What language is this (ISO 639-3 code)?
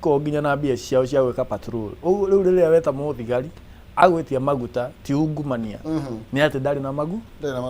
kik